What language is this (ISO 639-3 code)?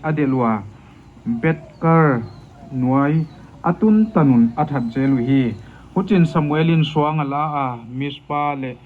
pck